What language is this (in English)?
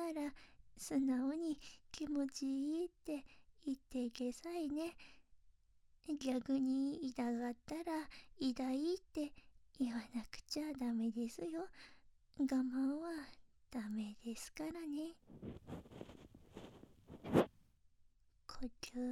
Japanese